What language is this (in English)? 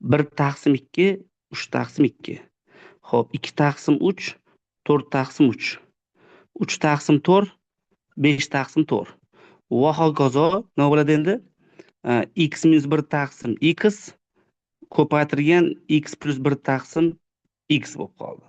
Uzbek